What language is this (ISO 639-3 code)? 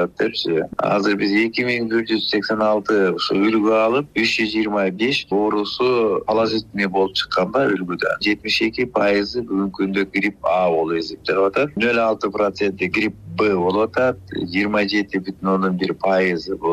kir